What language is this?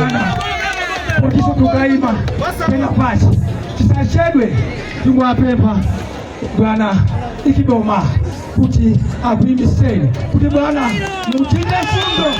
Nyanja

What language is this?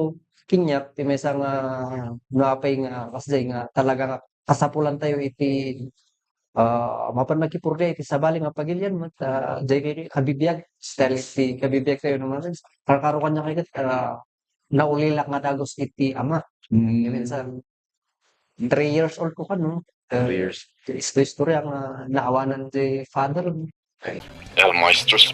Iloko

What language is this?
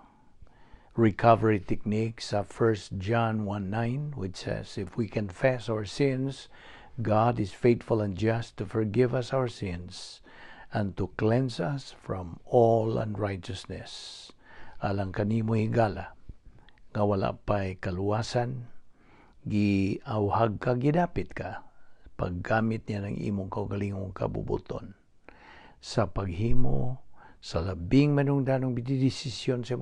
Cebuano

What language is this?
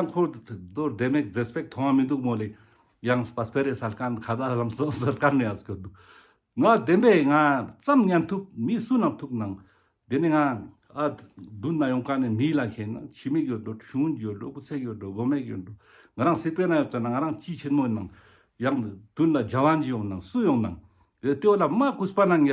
Ladakhi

